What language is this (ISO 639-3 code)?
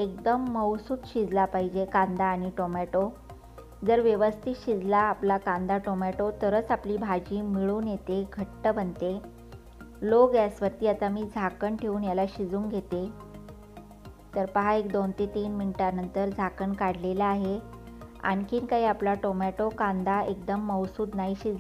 mar